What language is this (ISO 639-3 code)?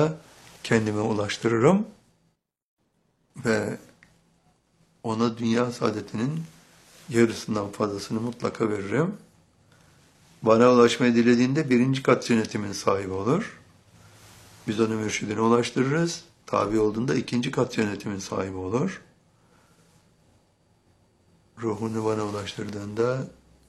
tur